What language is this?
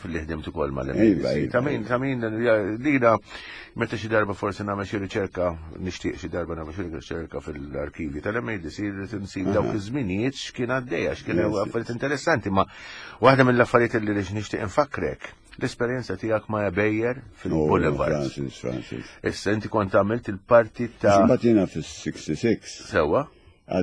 Maltese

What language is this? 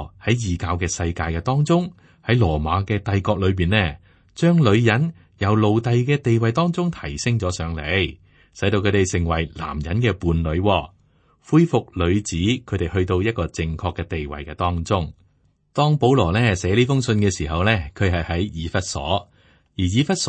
Cantonese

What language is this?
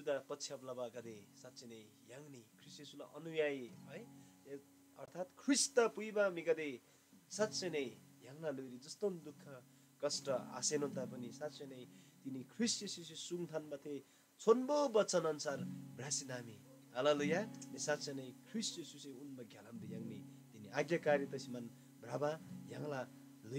Eastern Tamang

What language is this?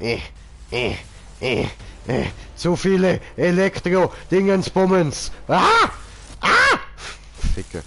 Swiss German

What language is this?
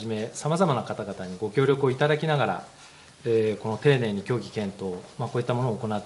Japanese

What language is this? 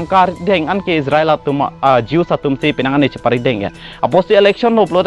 Karbi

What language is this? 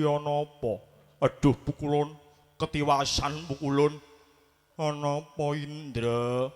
Javanese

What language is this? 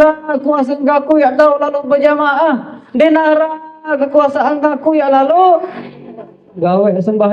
Sasak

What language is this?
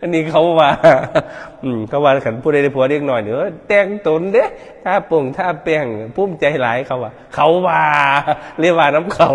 Northeastern Thai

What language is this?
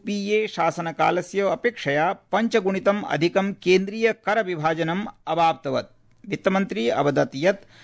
Sanskrit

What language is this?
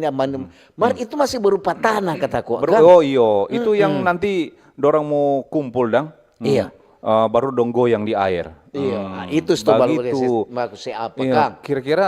Manado Malay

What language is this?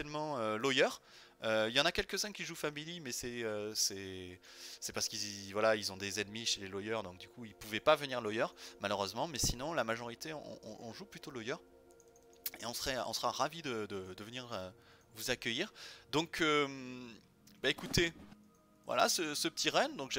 French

